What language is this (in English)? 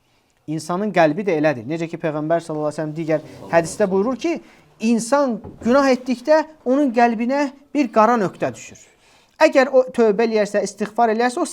Azerbaijani